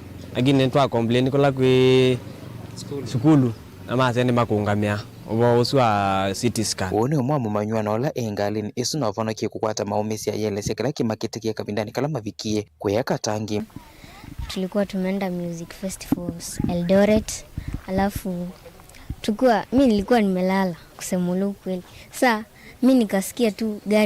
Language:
Kamba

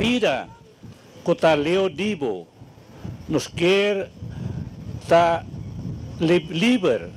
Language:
Papiamento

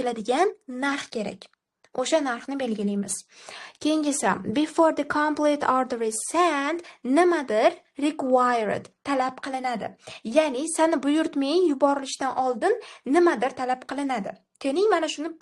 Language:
Uzbek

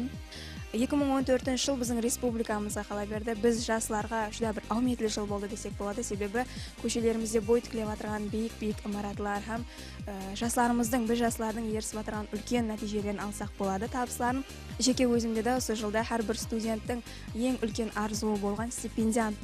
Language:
Kara-Kalpak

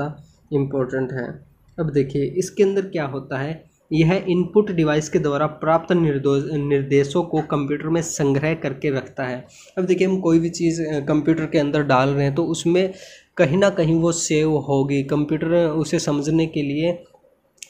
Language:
Hindi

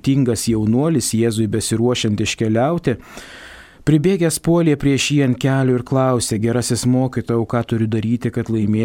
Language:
Lithuanian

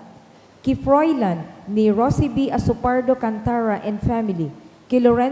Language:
Bikol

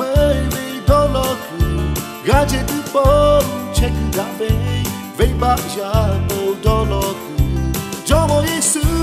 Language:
Lahu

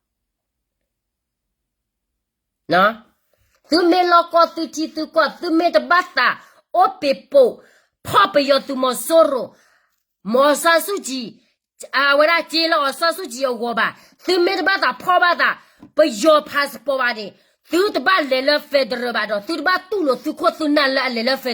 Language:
S'gaw Karen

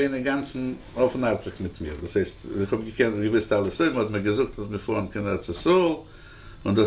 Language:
Yiddish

